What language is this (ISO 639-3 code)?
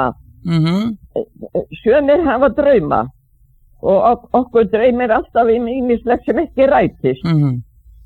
isl